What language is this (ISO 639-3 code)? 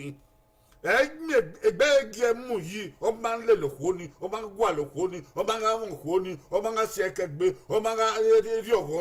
bin